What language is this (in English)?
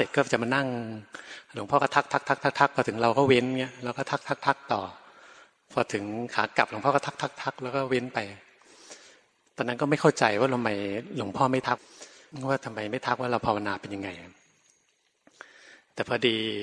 Thai